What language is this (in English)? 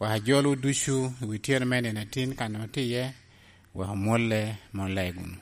Lango (Uganda)